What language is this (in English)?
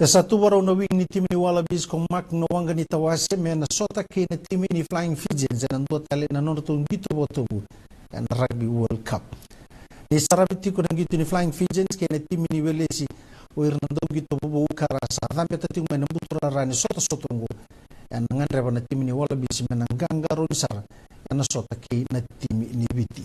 Fijian